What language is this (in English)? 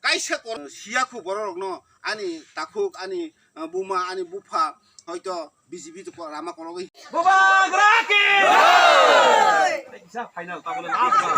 Kok Borok